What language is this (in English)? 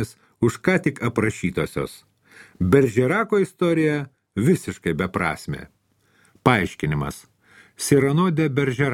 Lithuanian